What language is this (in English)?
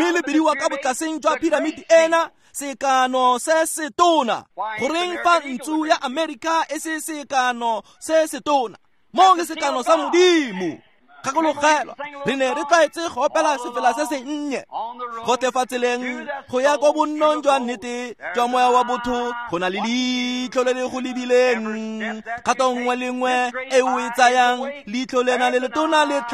Tswana